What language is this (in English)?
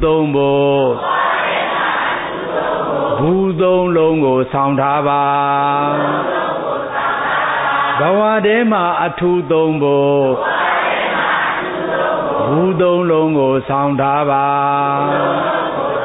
Burmese